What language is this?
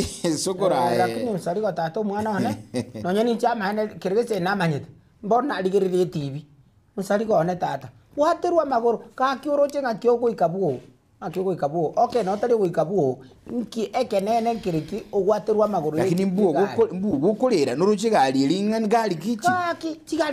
Gusii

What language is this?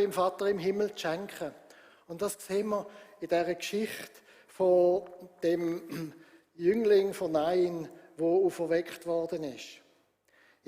Swiss German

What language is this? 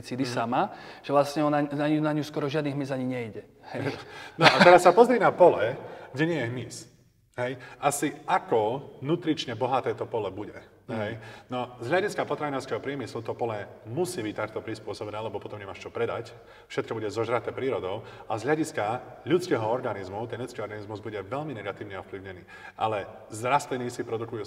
Slovak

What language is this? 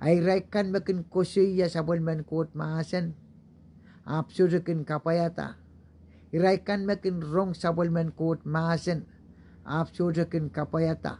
Pohnpeian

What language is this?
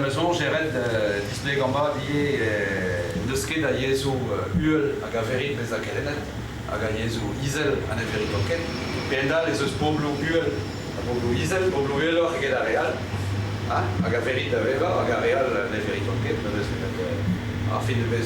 Breton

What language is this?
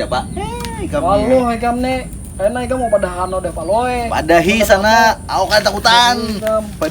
Banjar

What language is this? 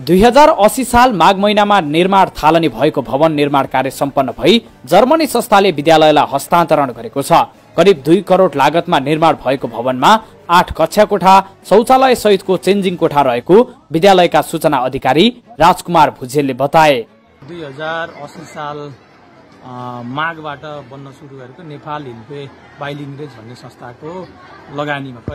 Nepali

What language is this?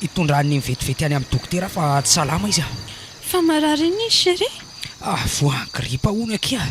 Malagasy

